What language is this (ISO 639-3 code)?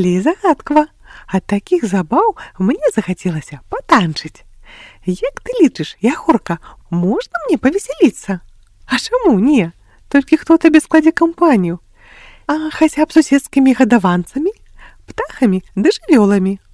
bel